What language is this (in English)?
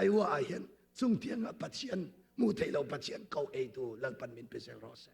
Mizo